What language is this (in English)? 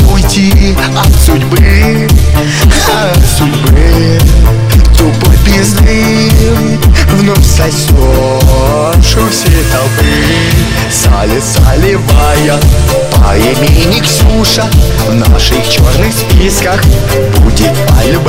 Russian